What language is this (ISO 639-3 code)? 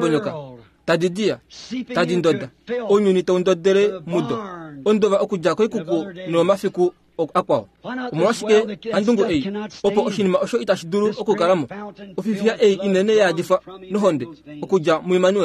kua